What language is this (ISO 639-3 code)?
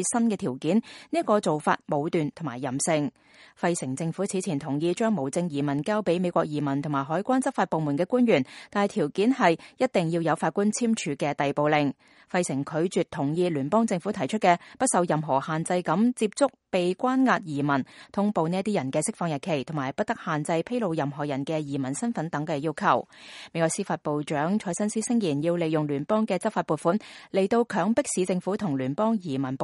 yue